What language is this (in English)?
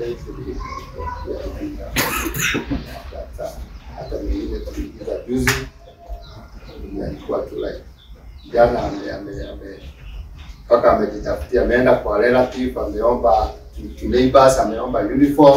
Swahili